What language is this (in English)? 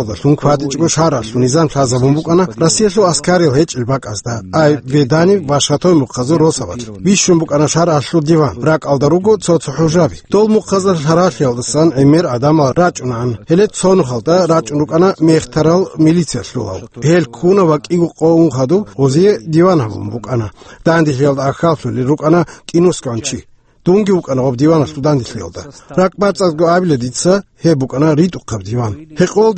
Avaric